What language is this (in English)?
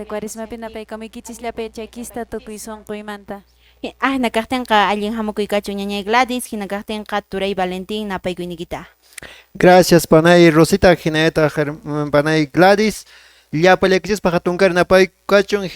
Quechua